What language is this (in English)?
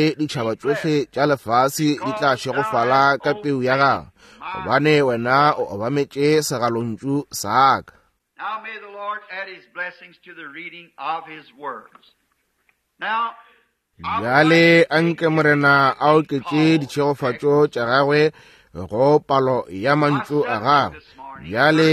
Northern Sotho